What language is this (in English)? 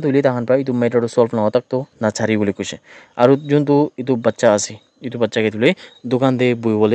Naga Pidgin